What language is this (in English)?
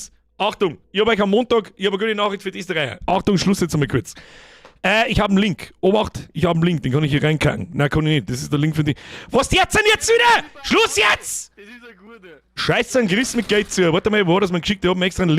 Bavarian